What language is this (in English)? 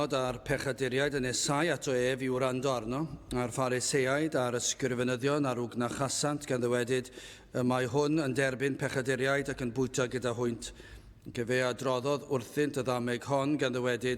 Welsh